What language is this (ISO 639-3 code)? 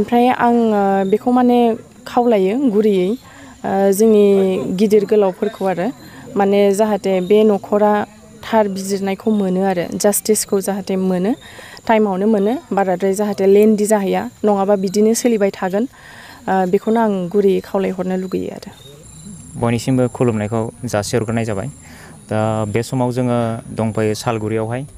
brx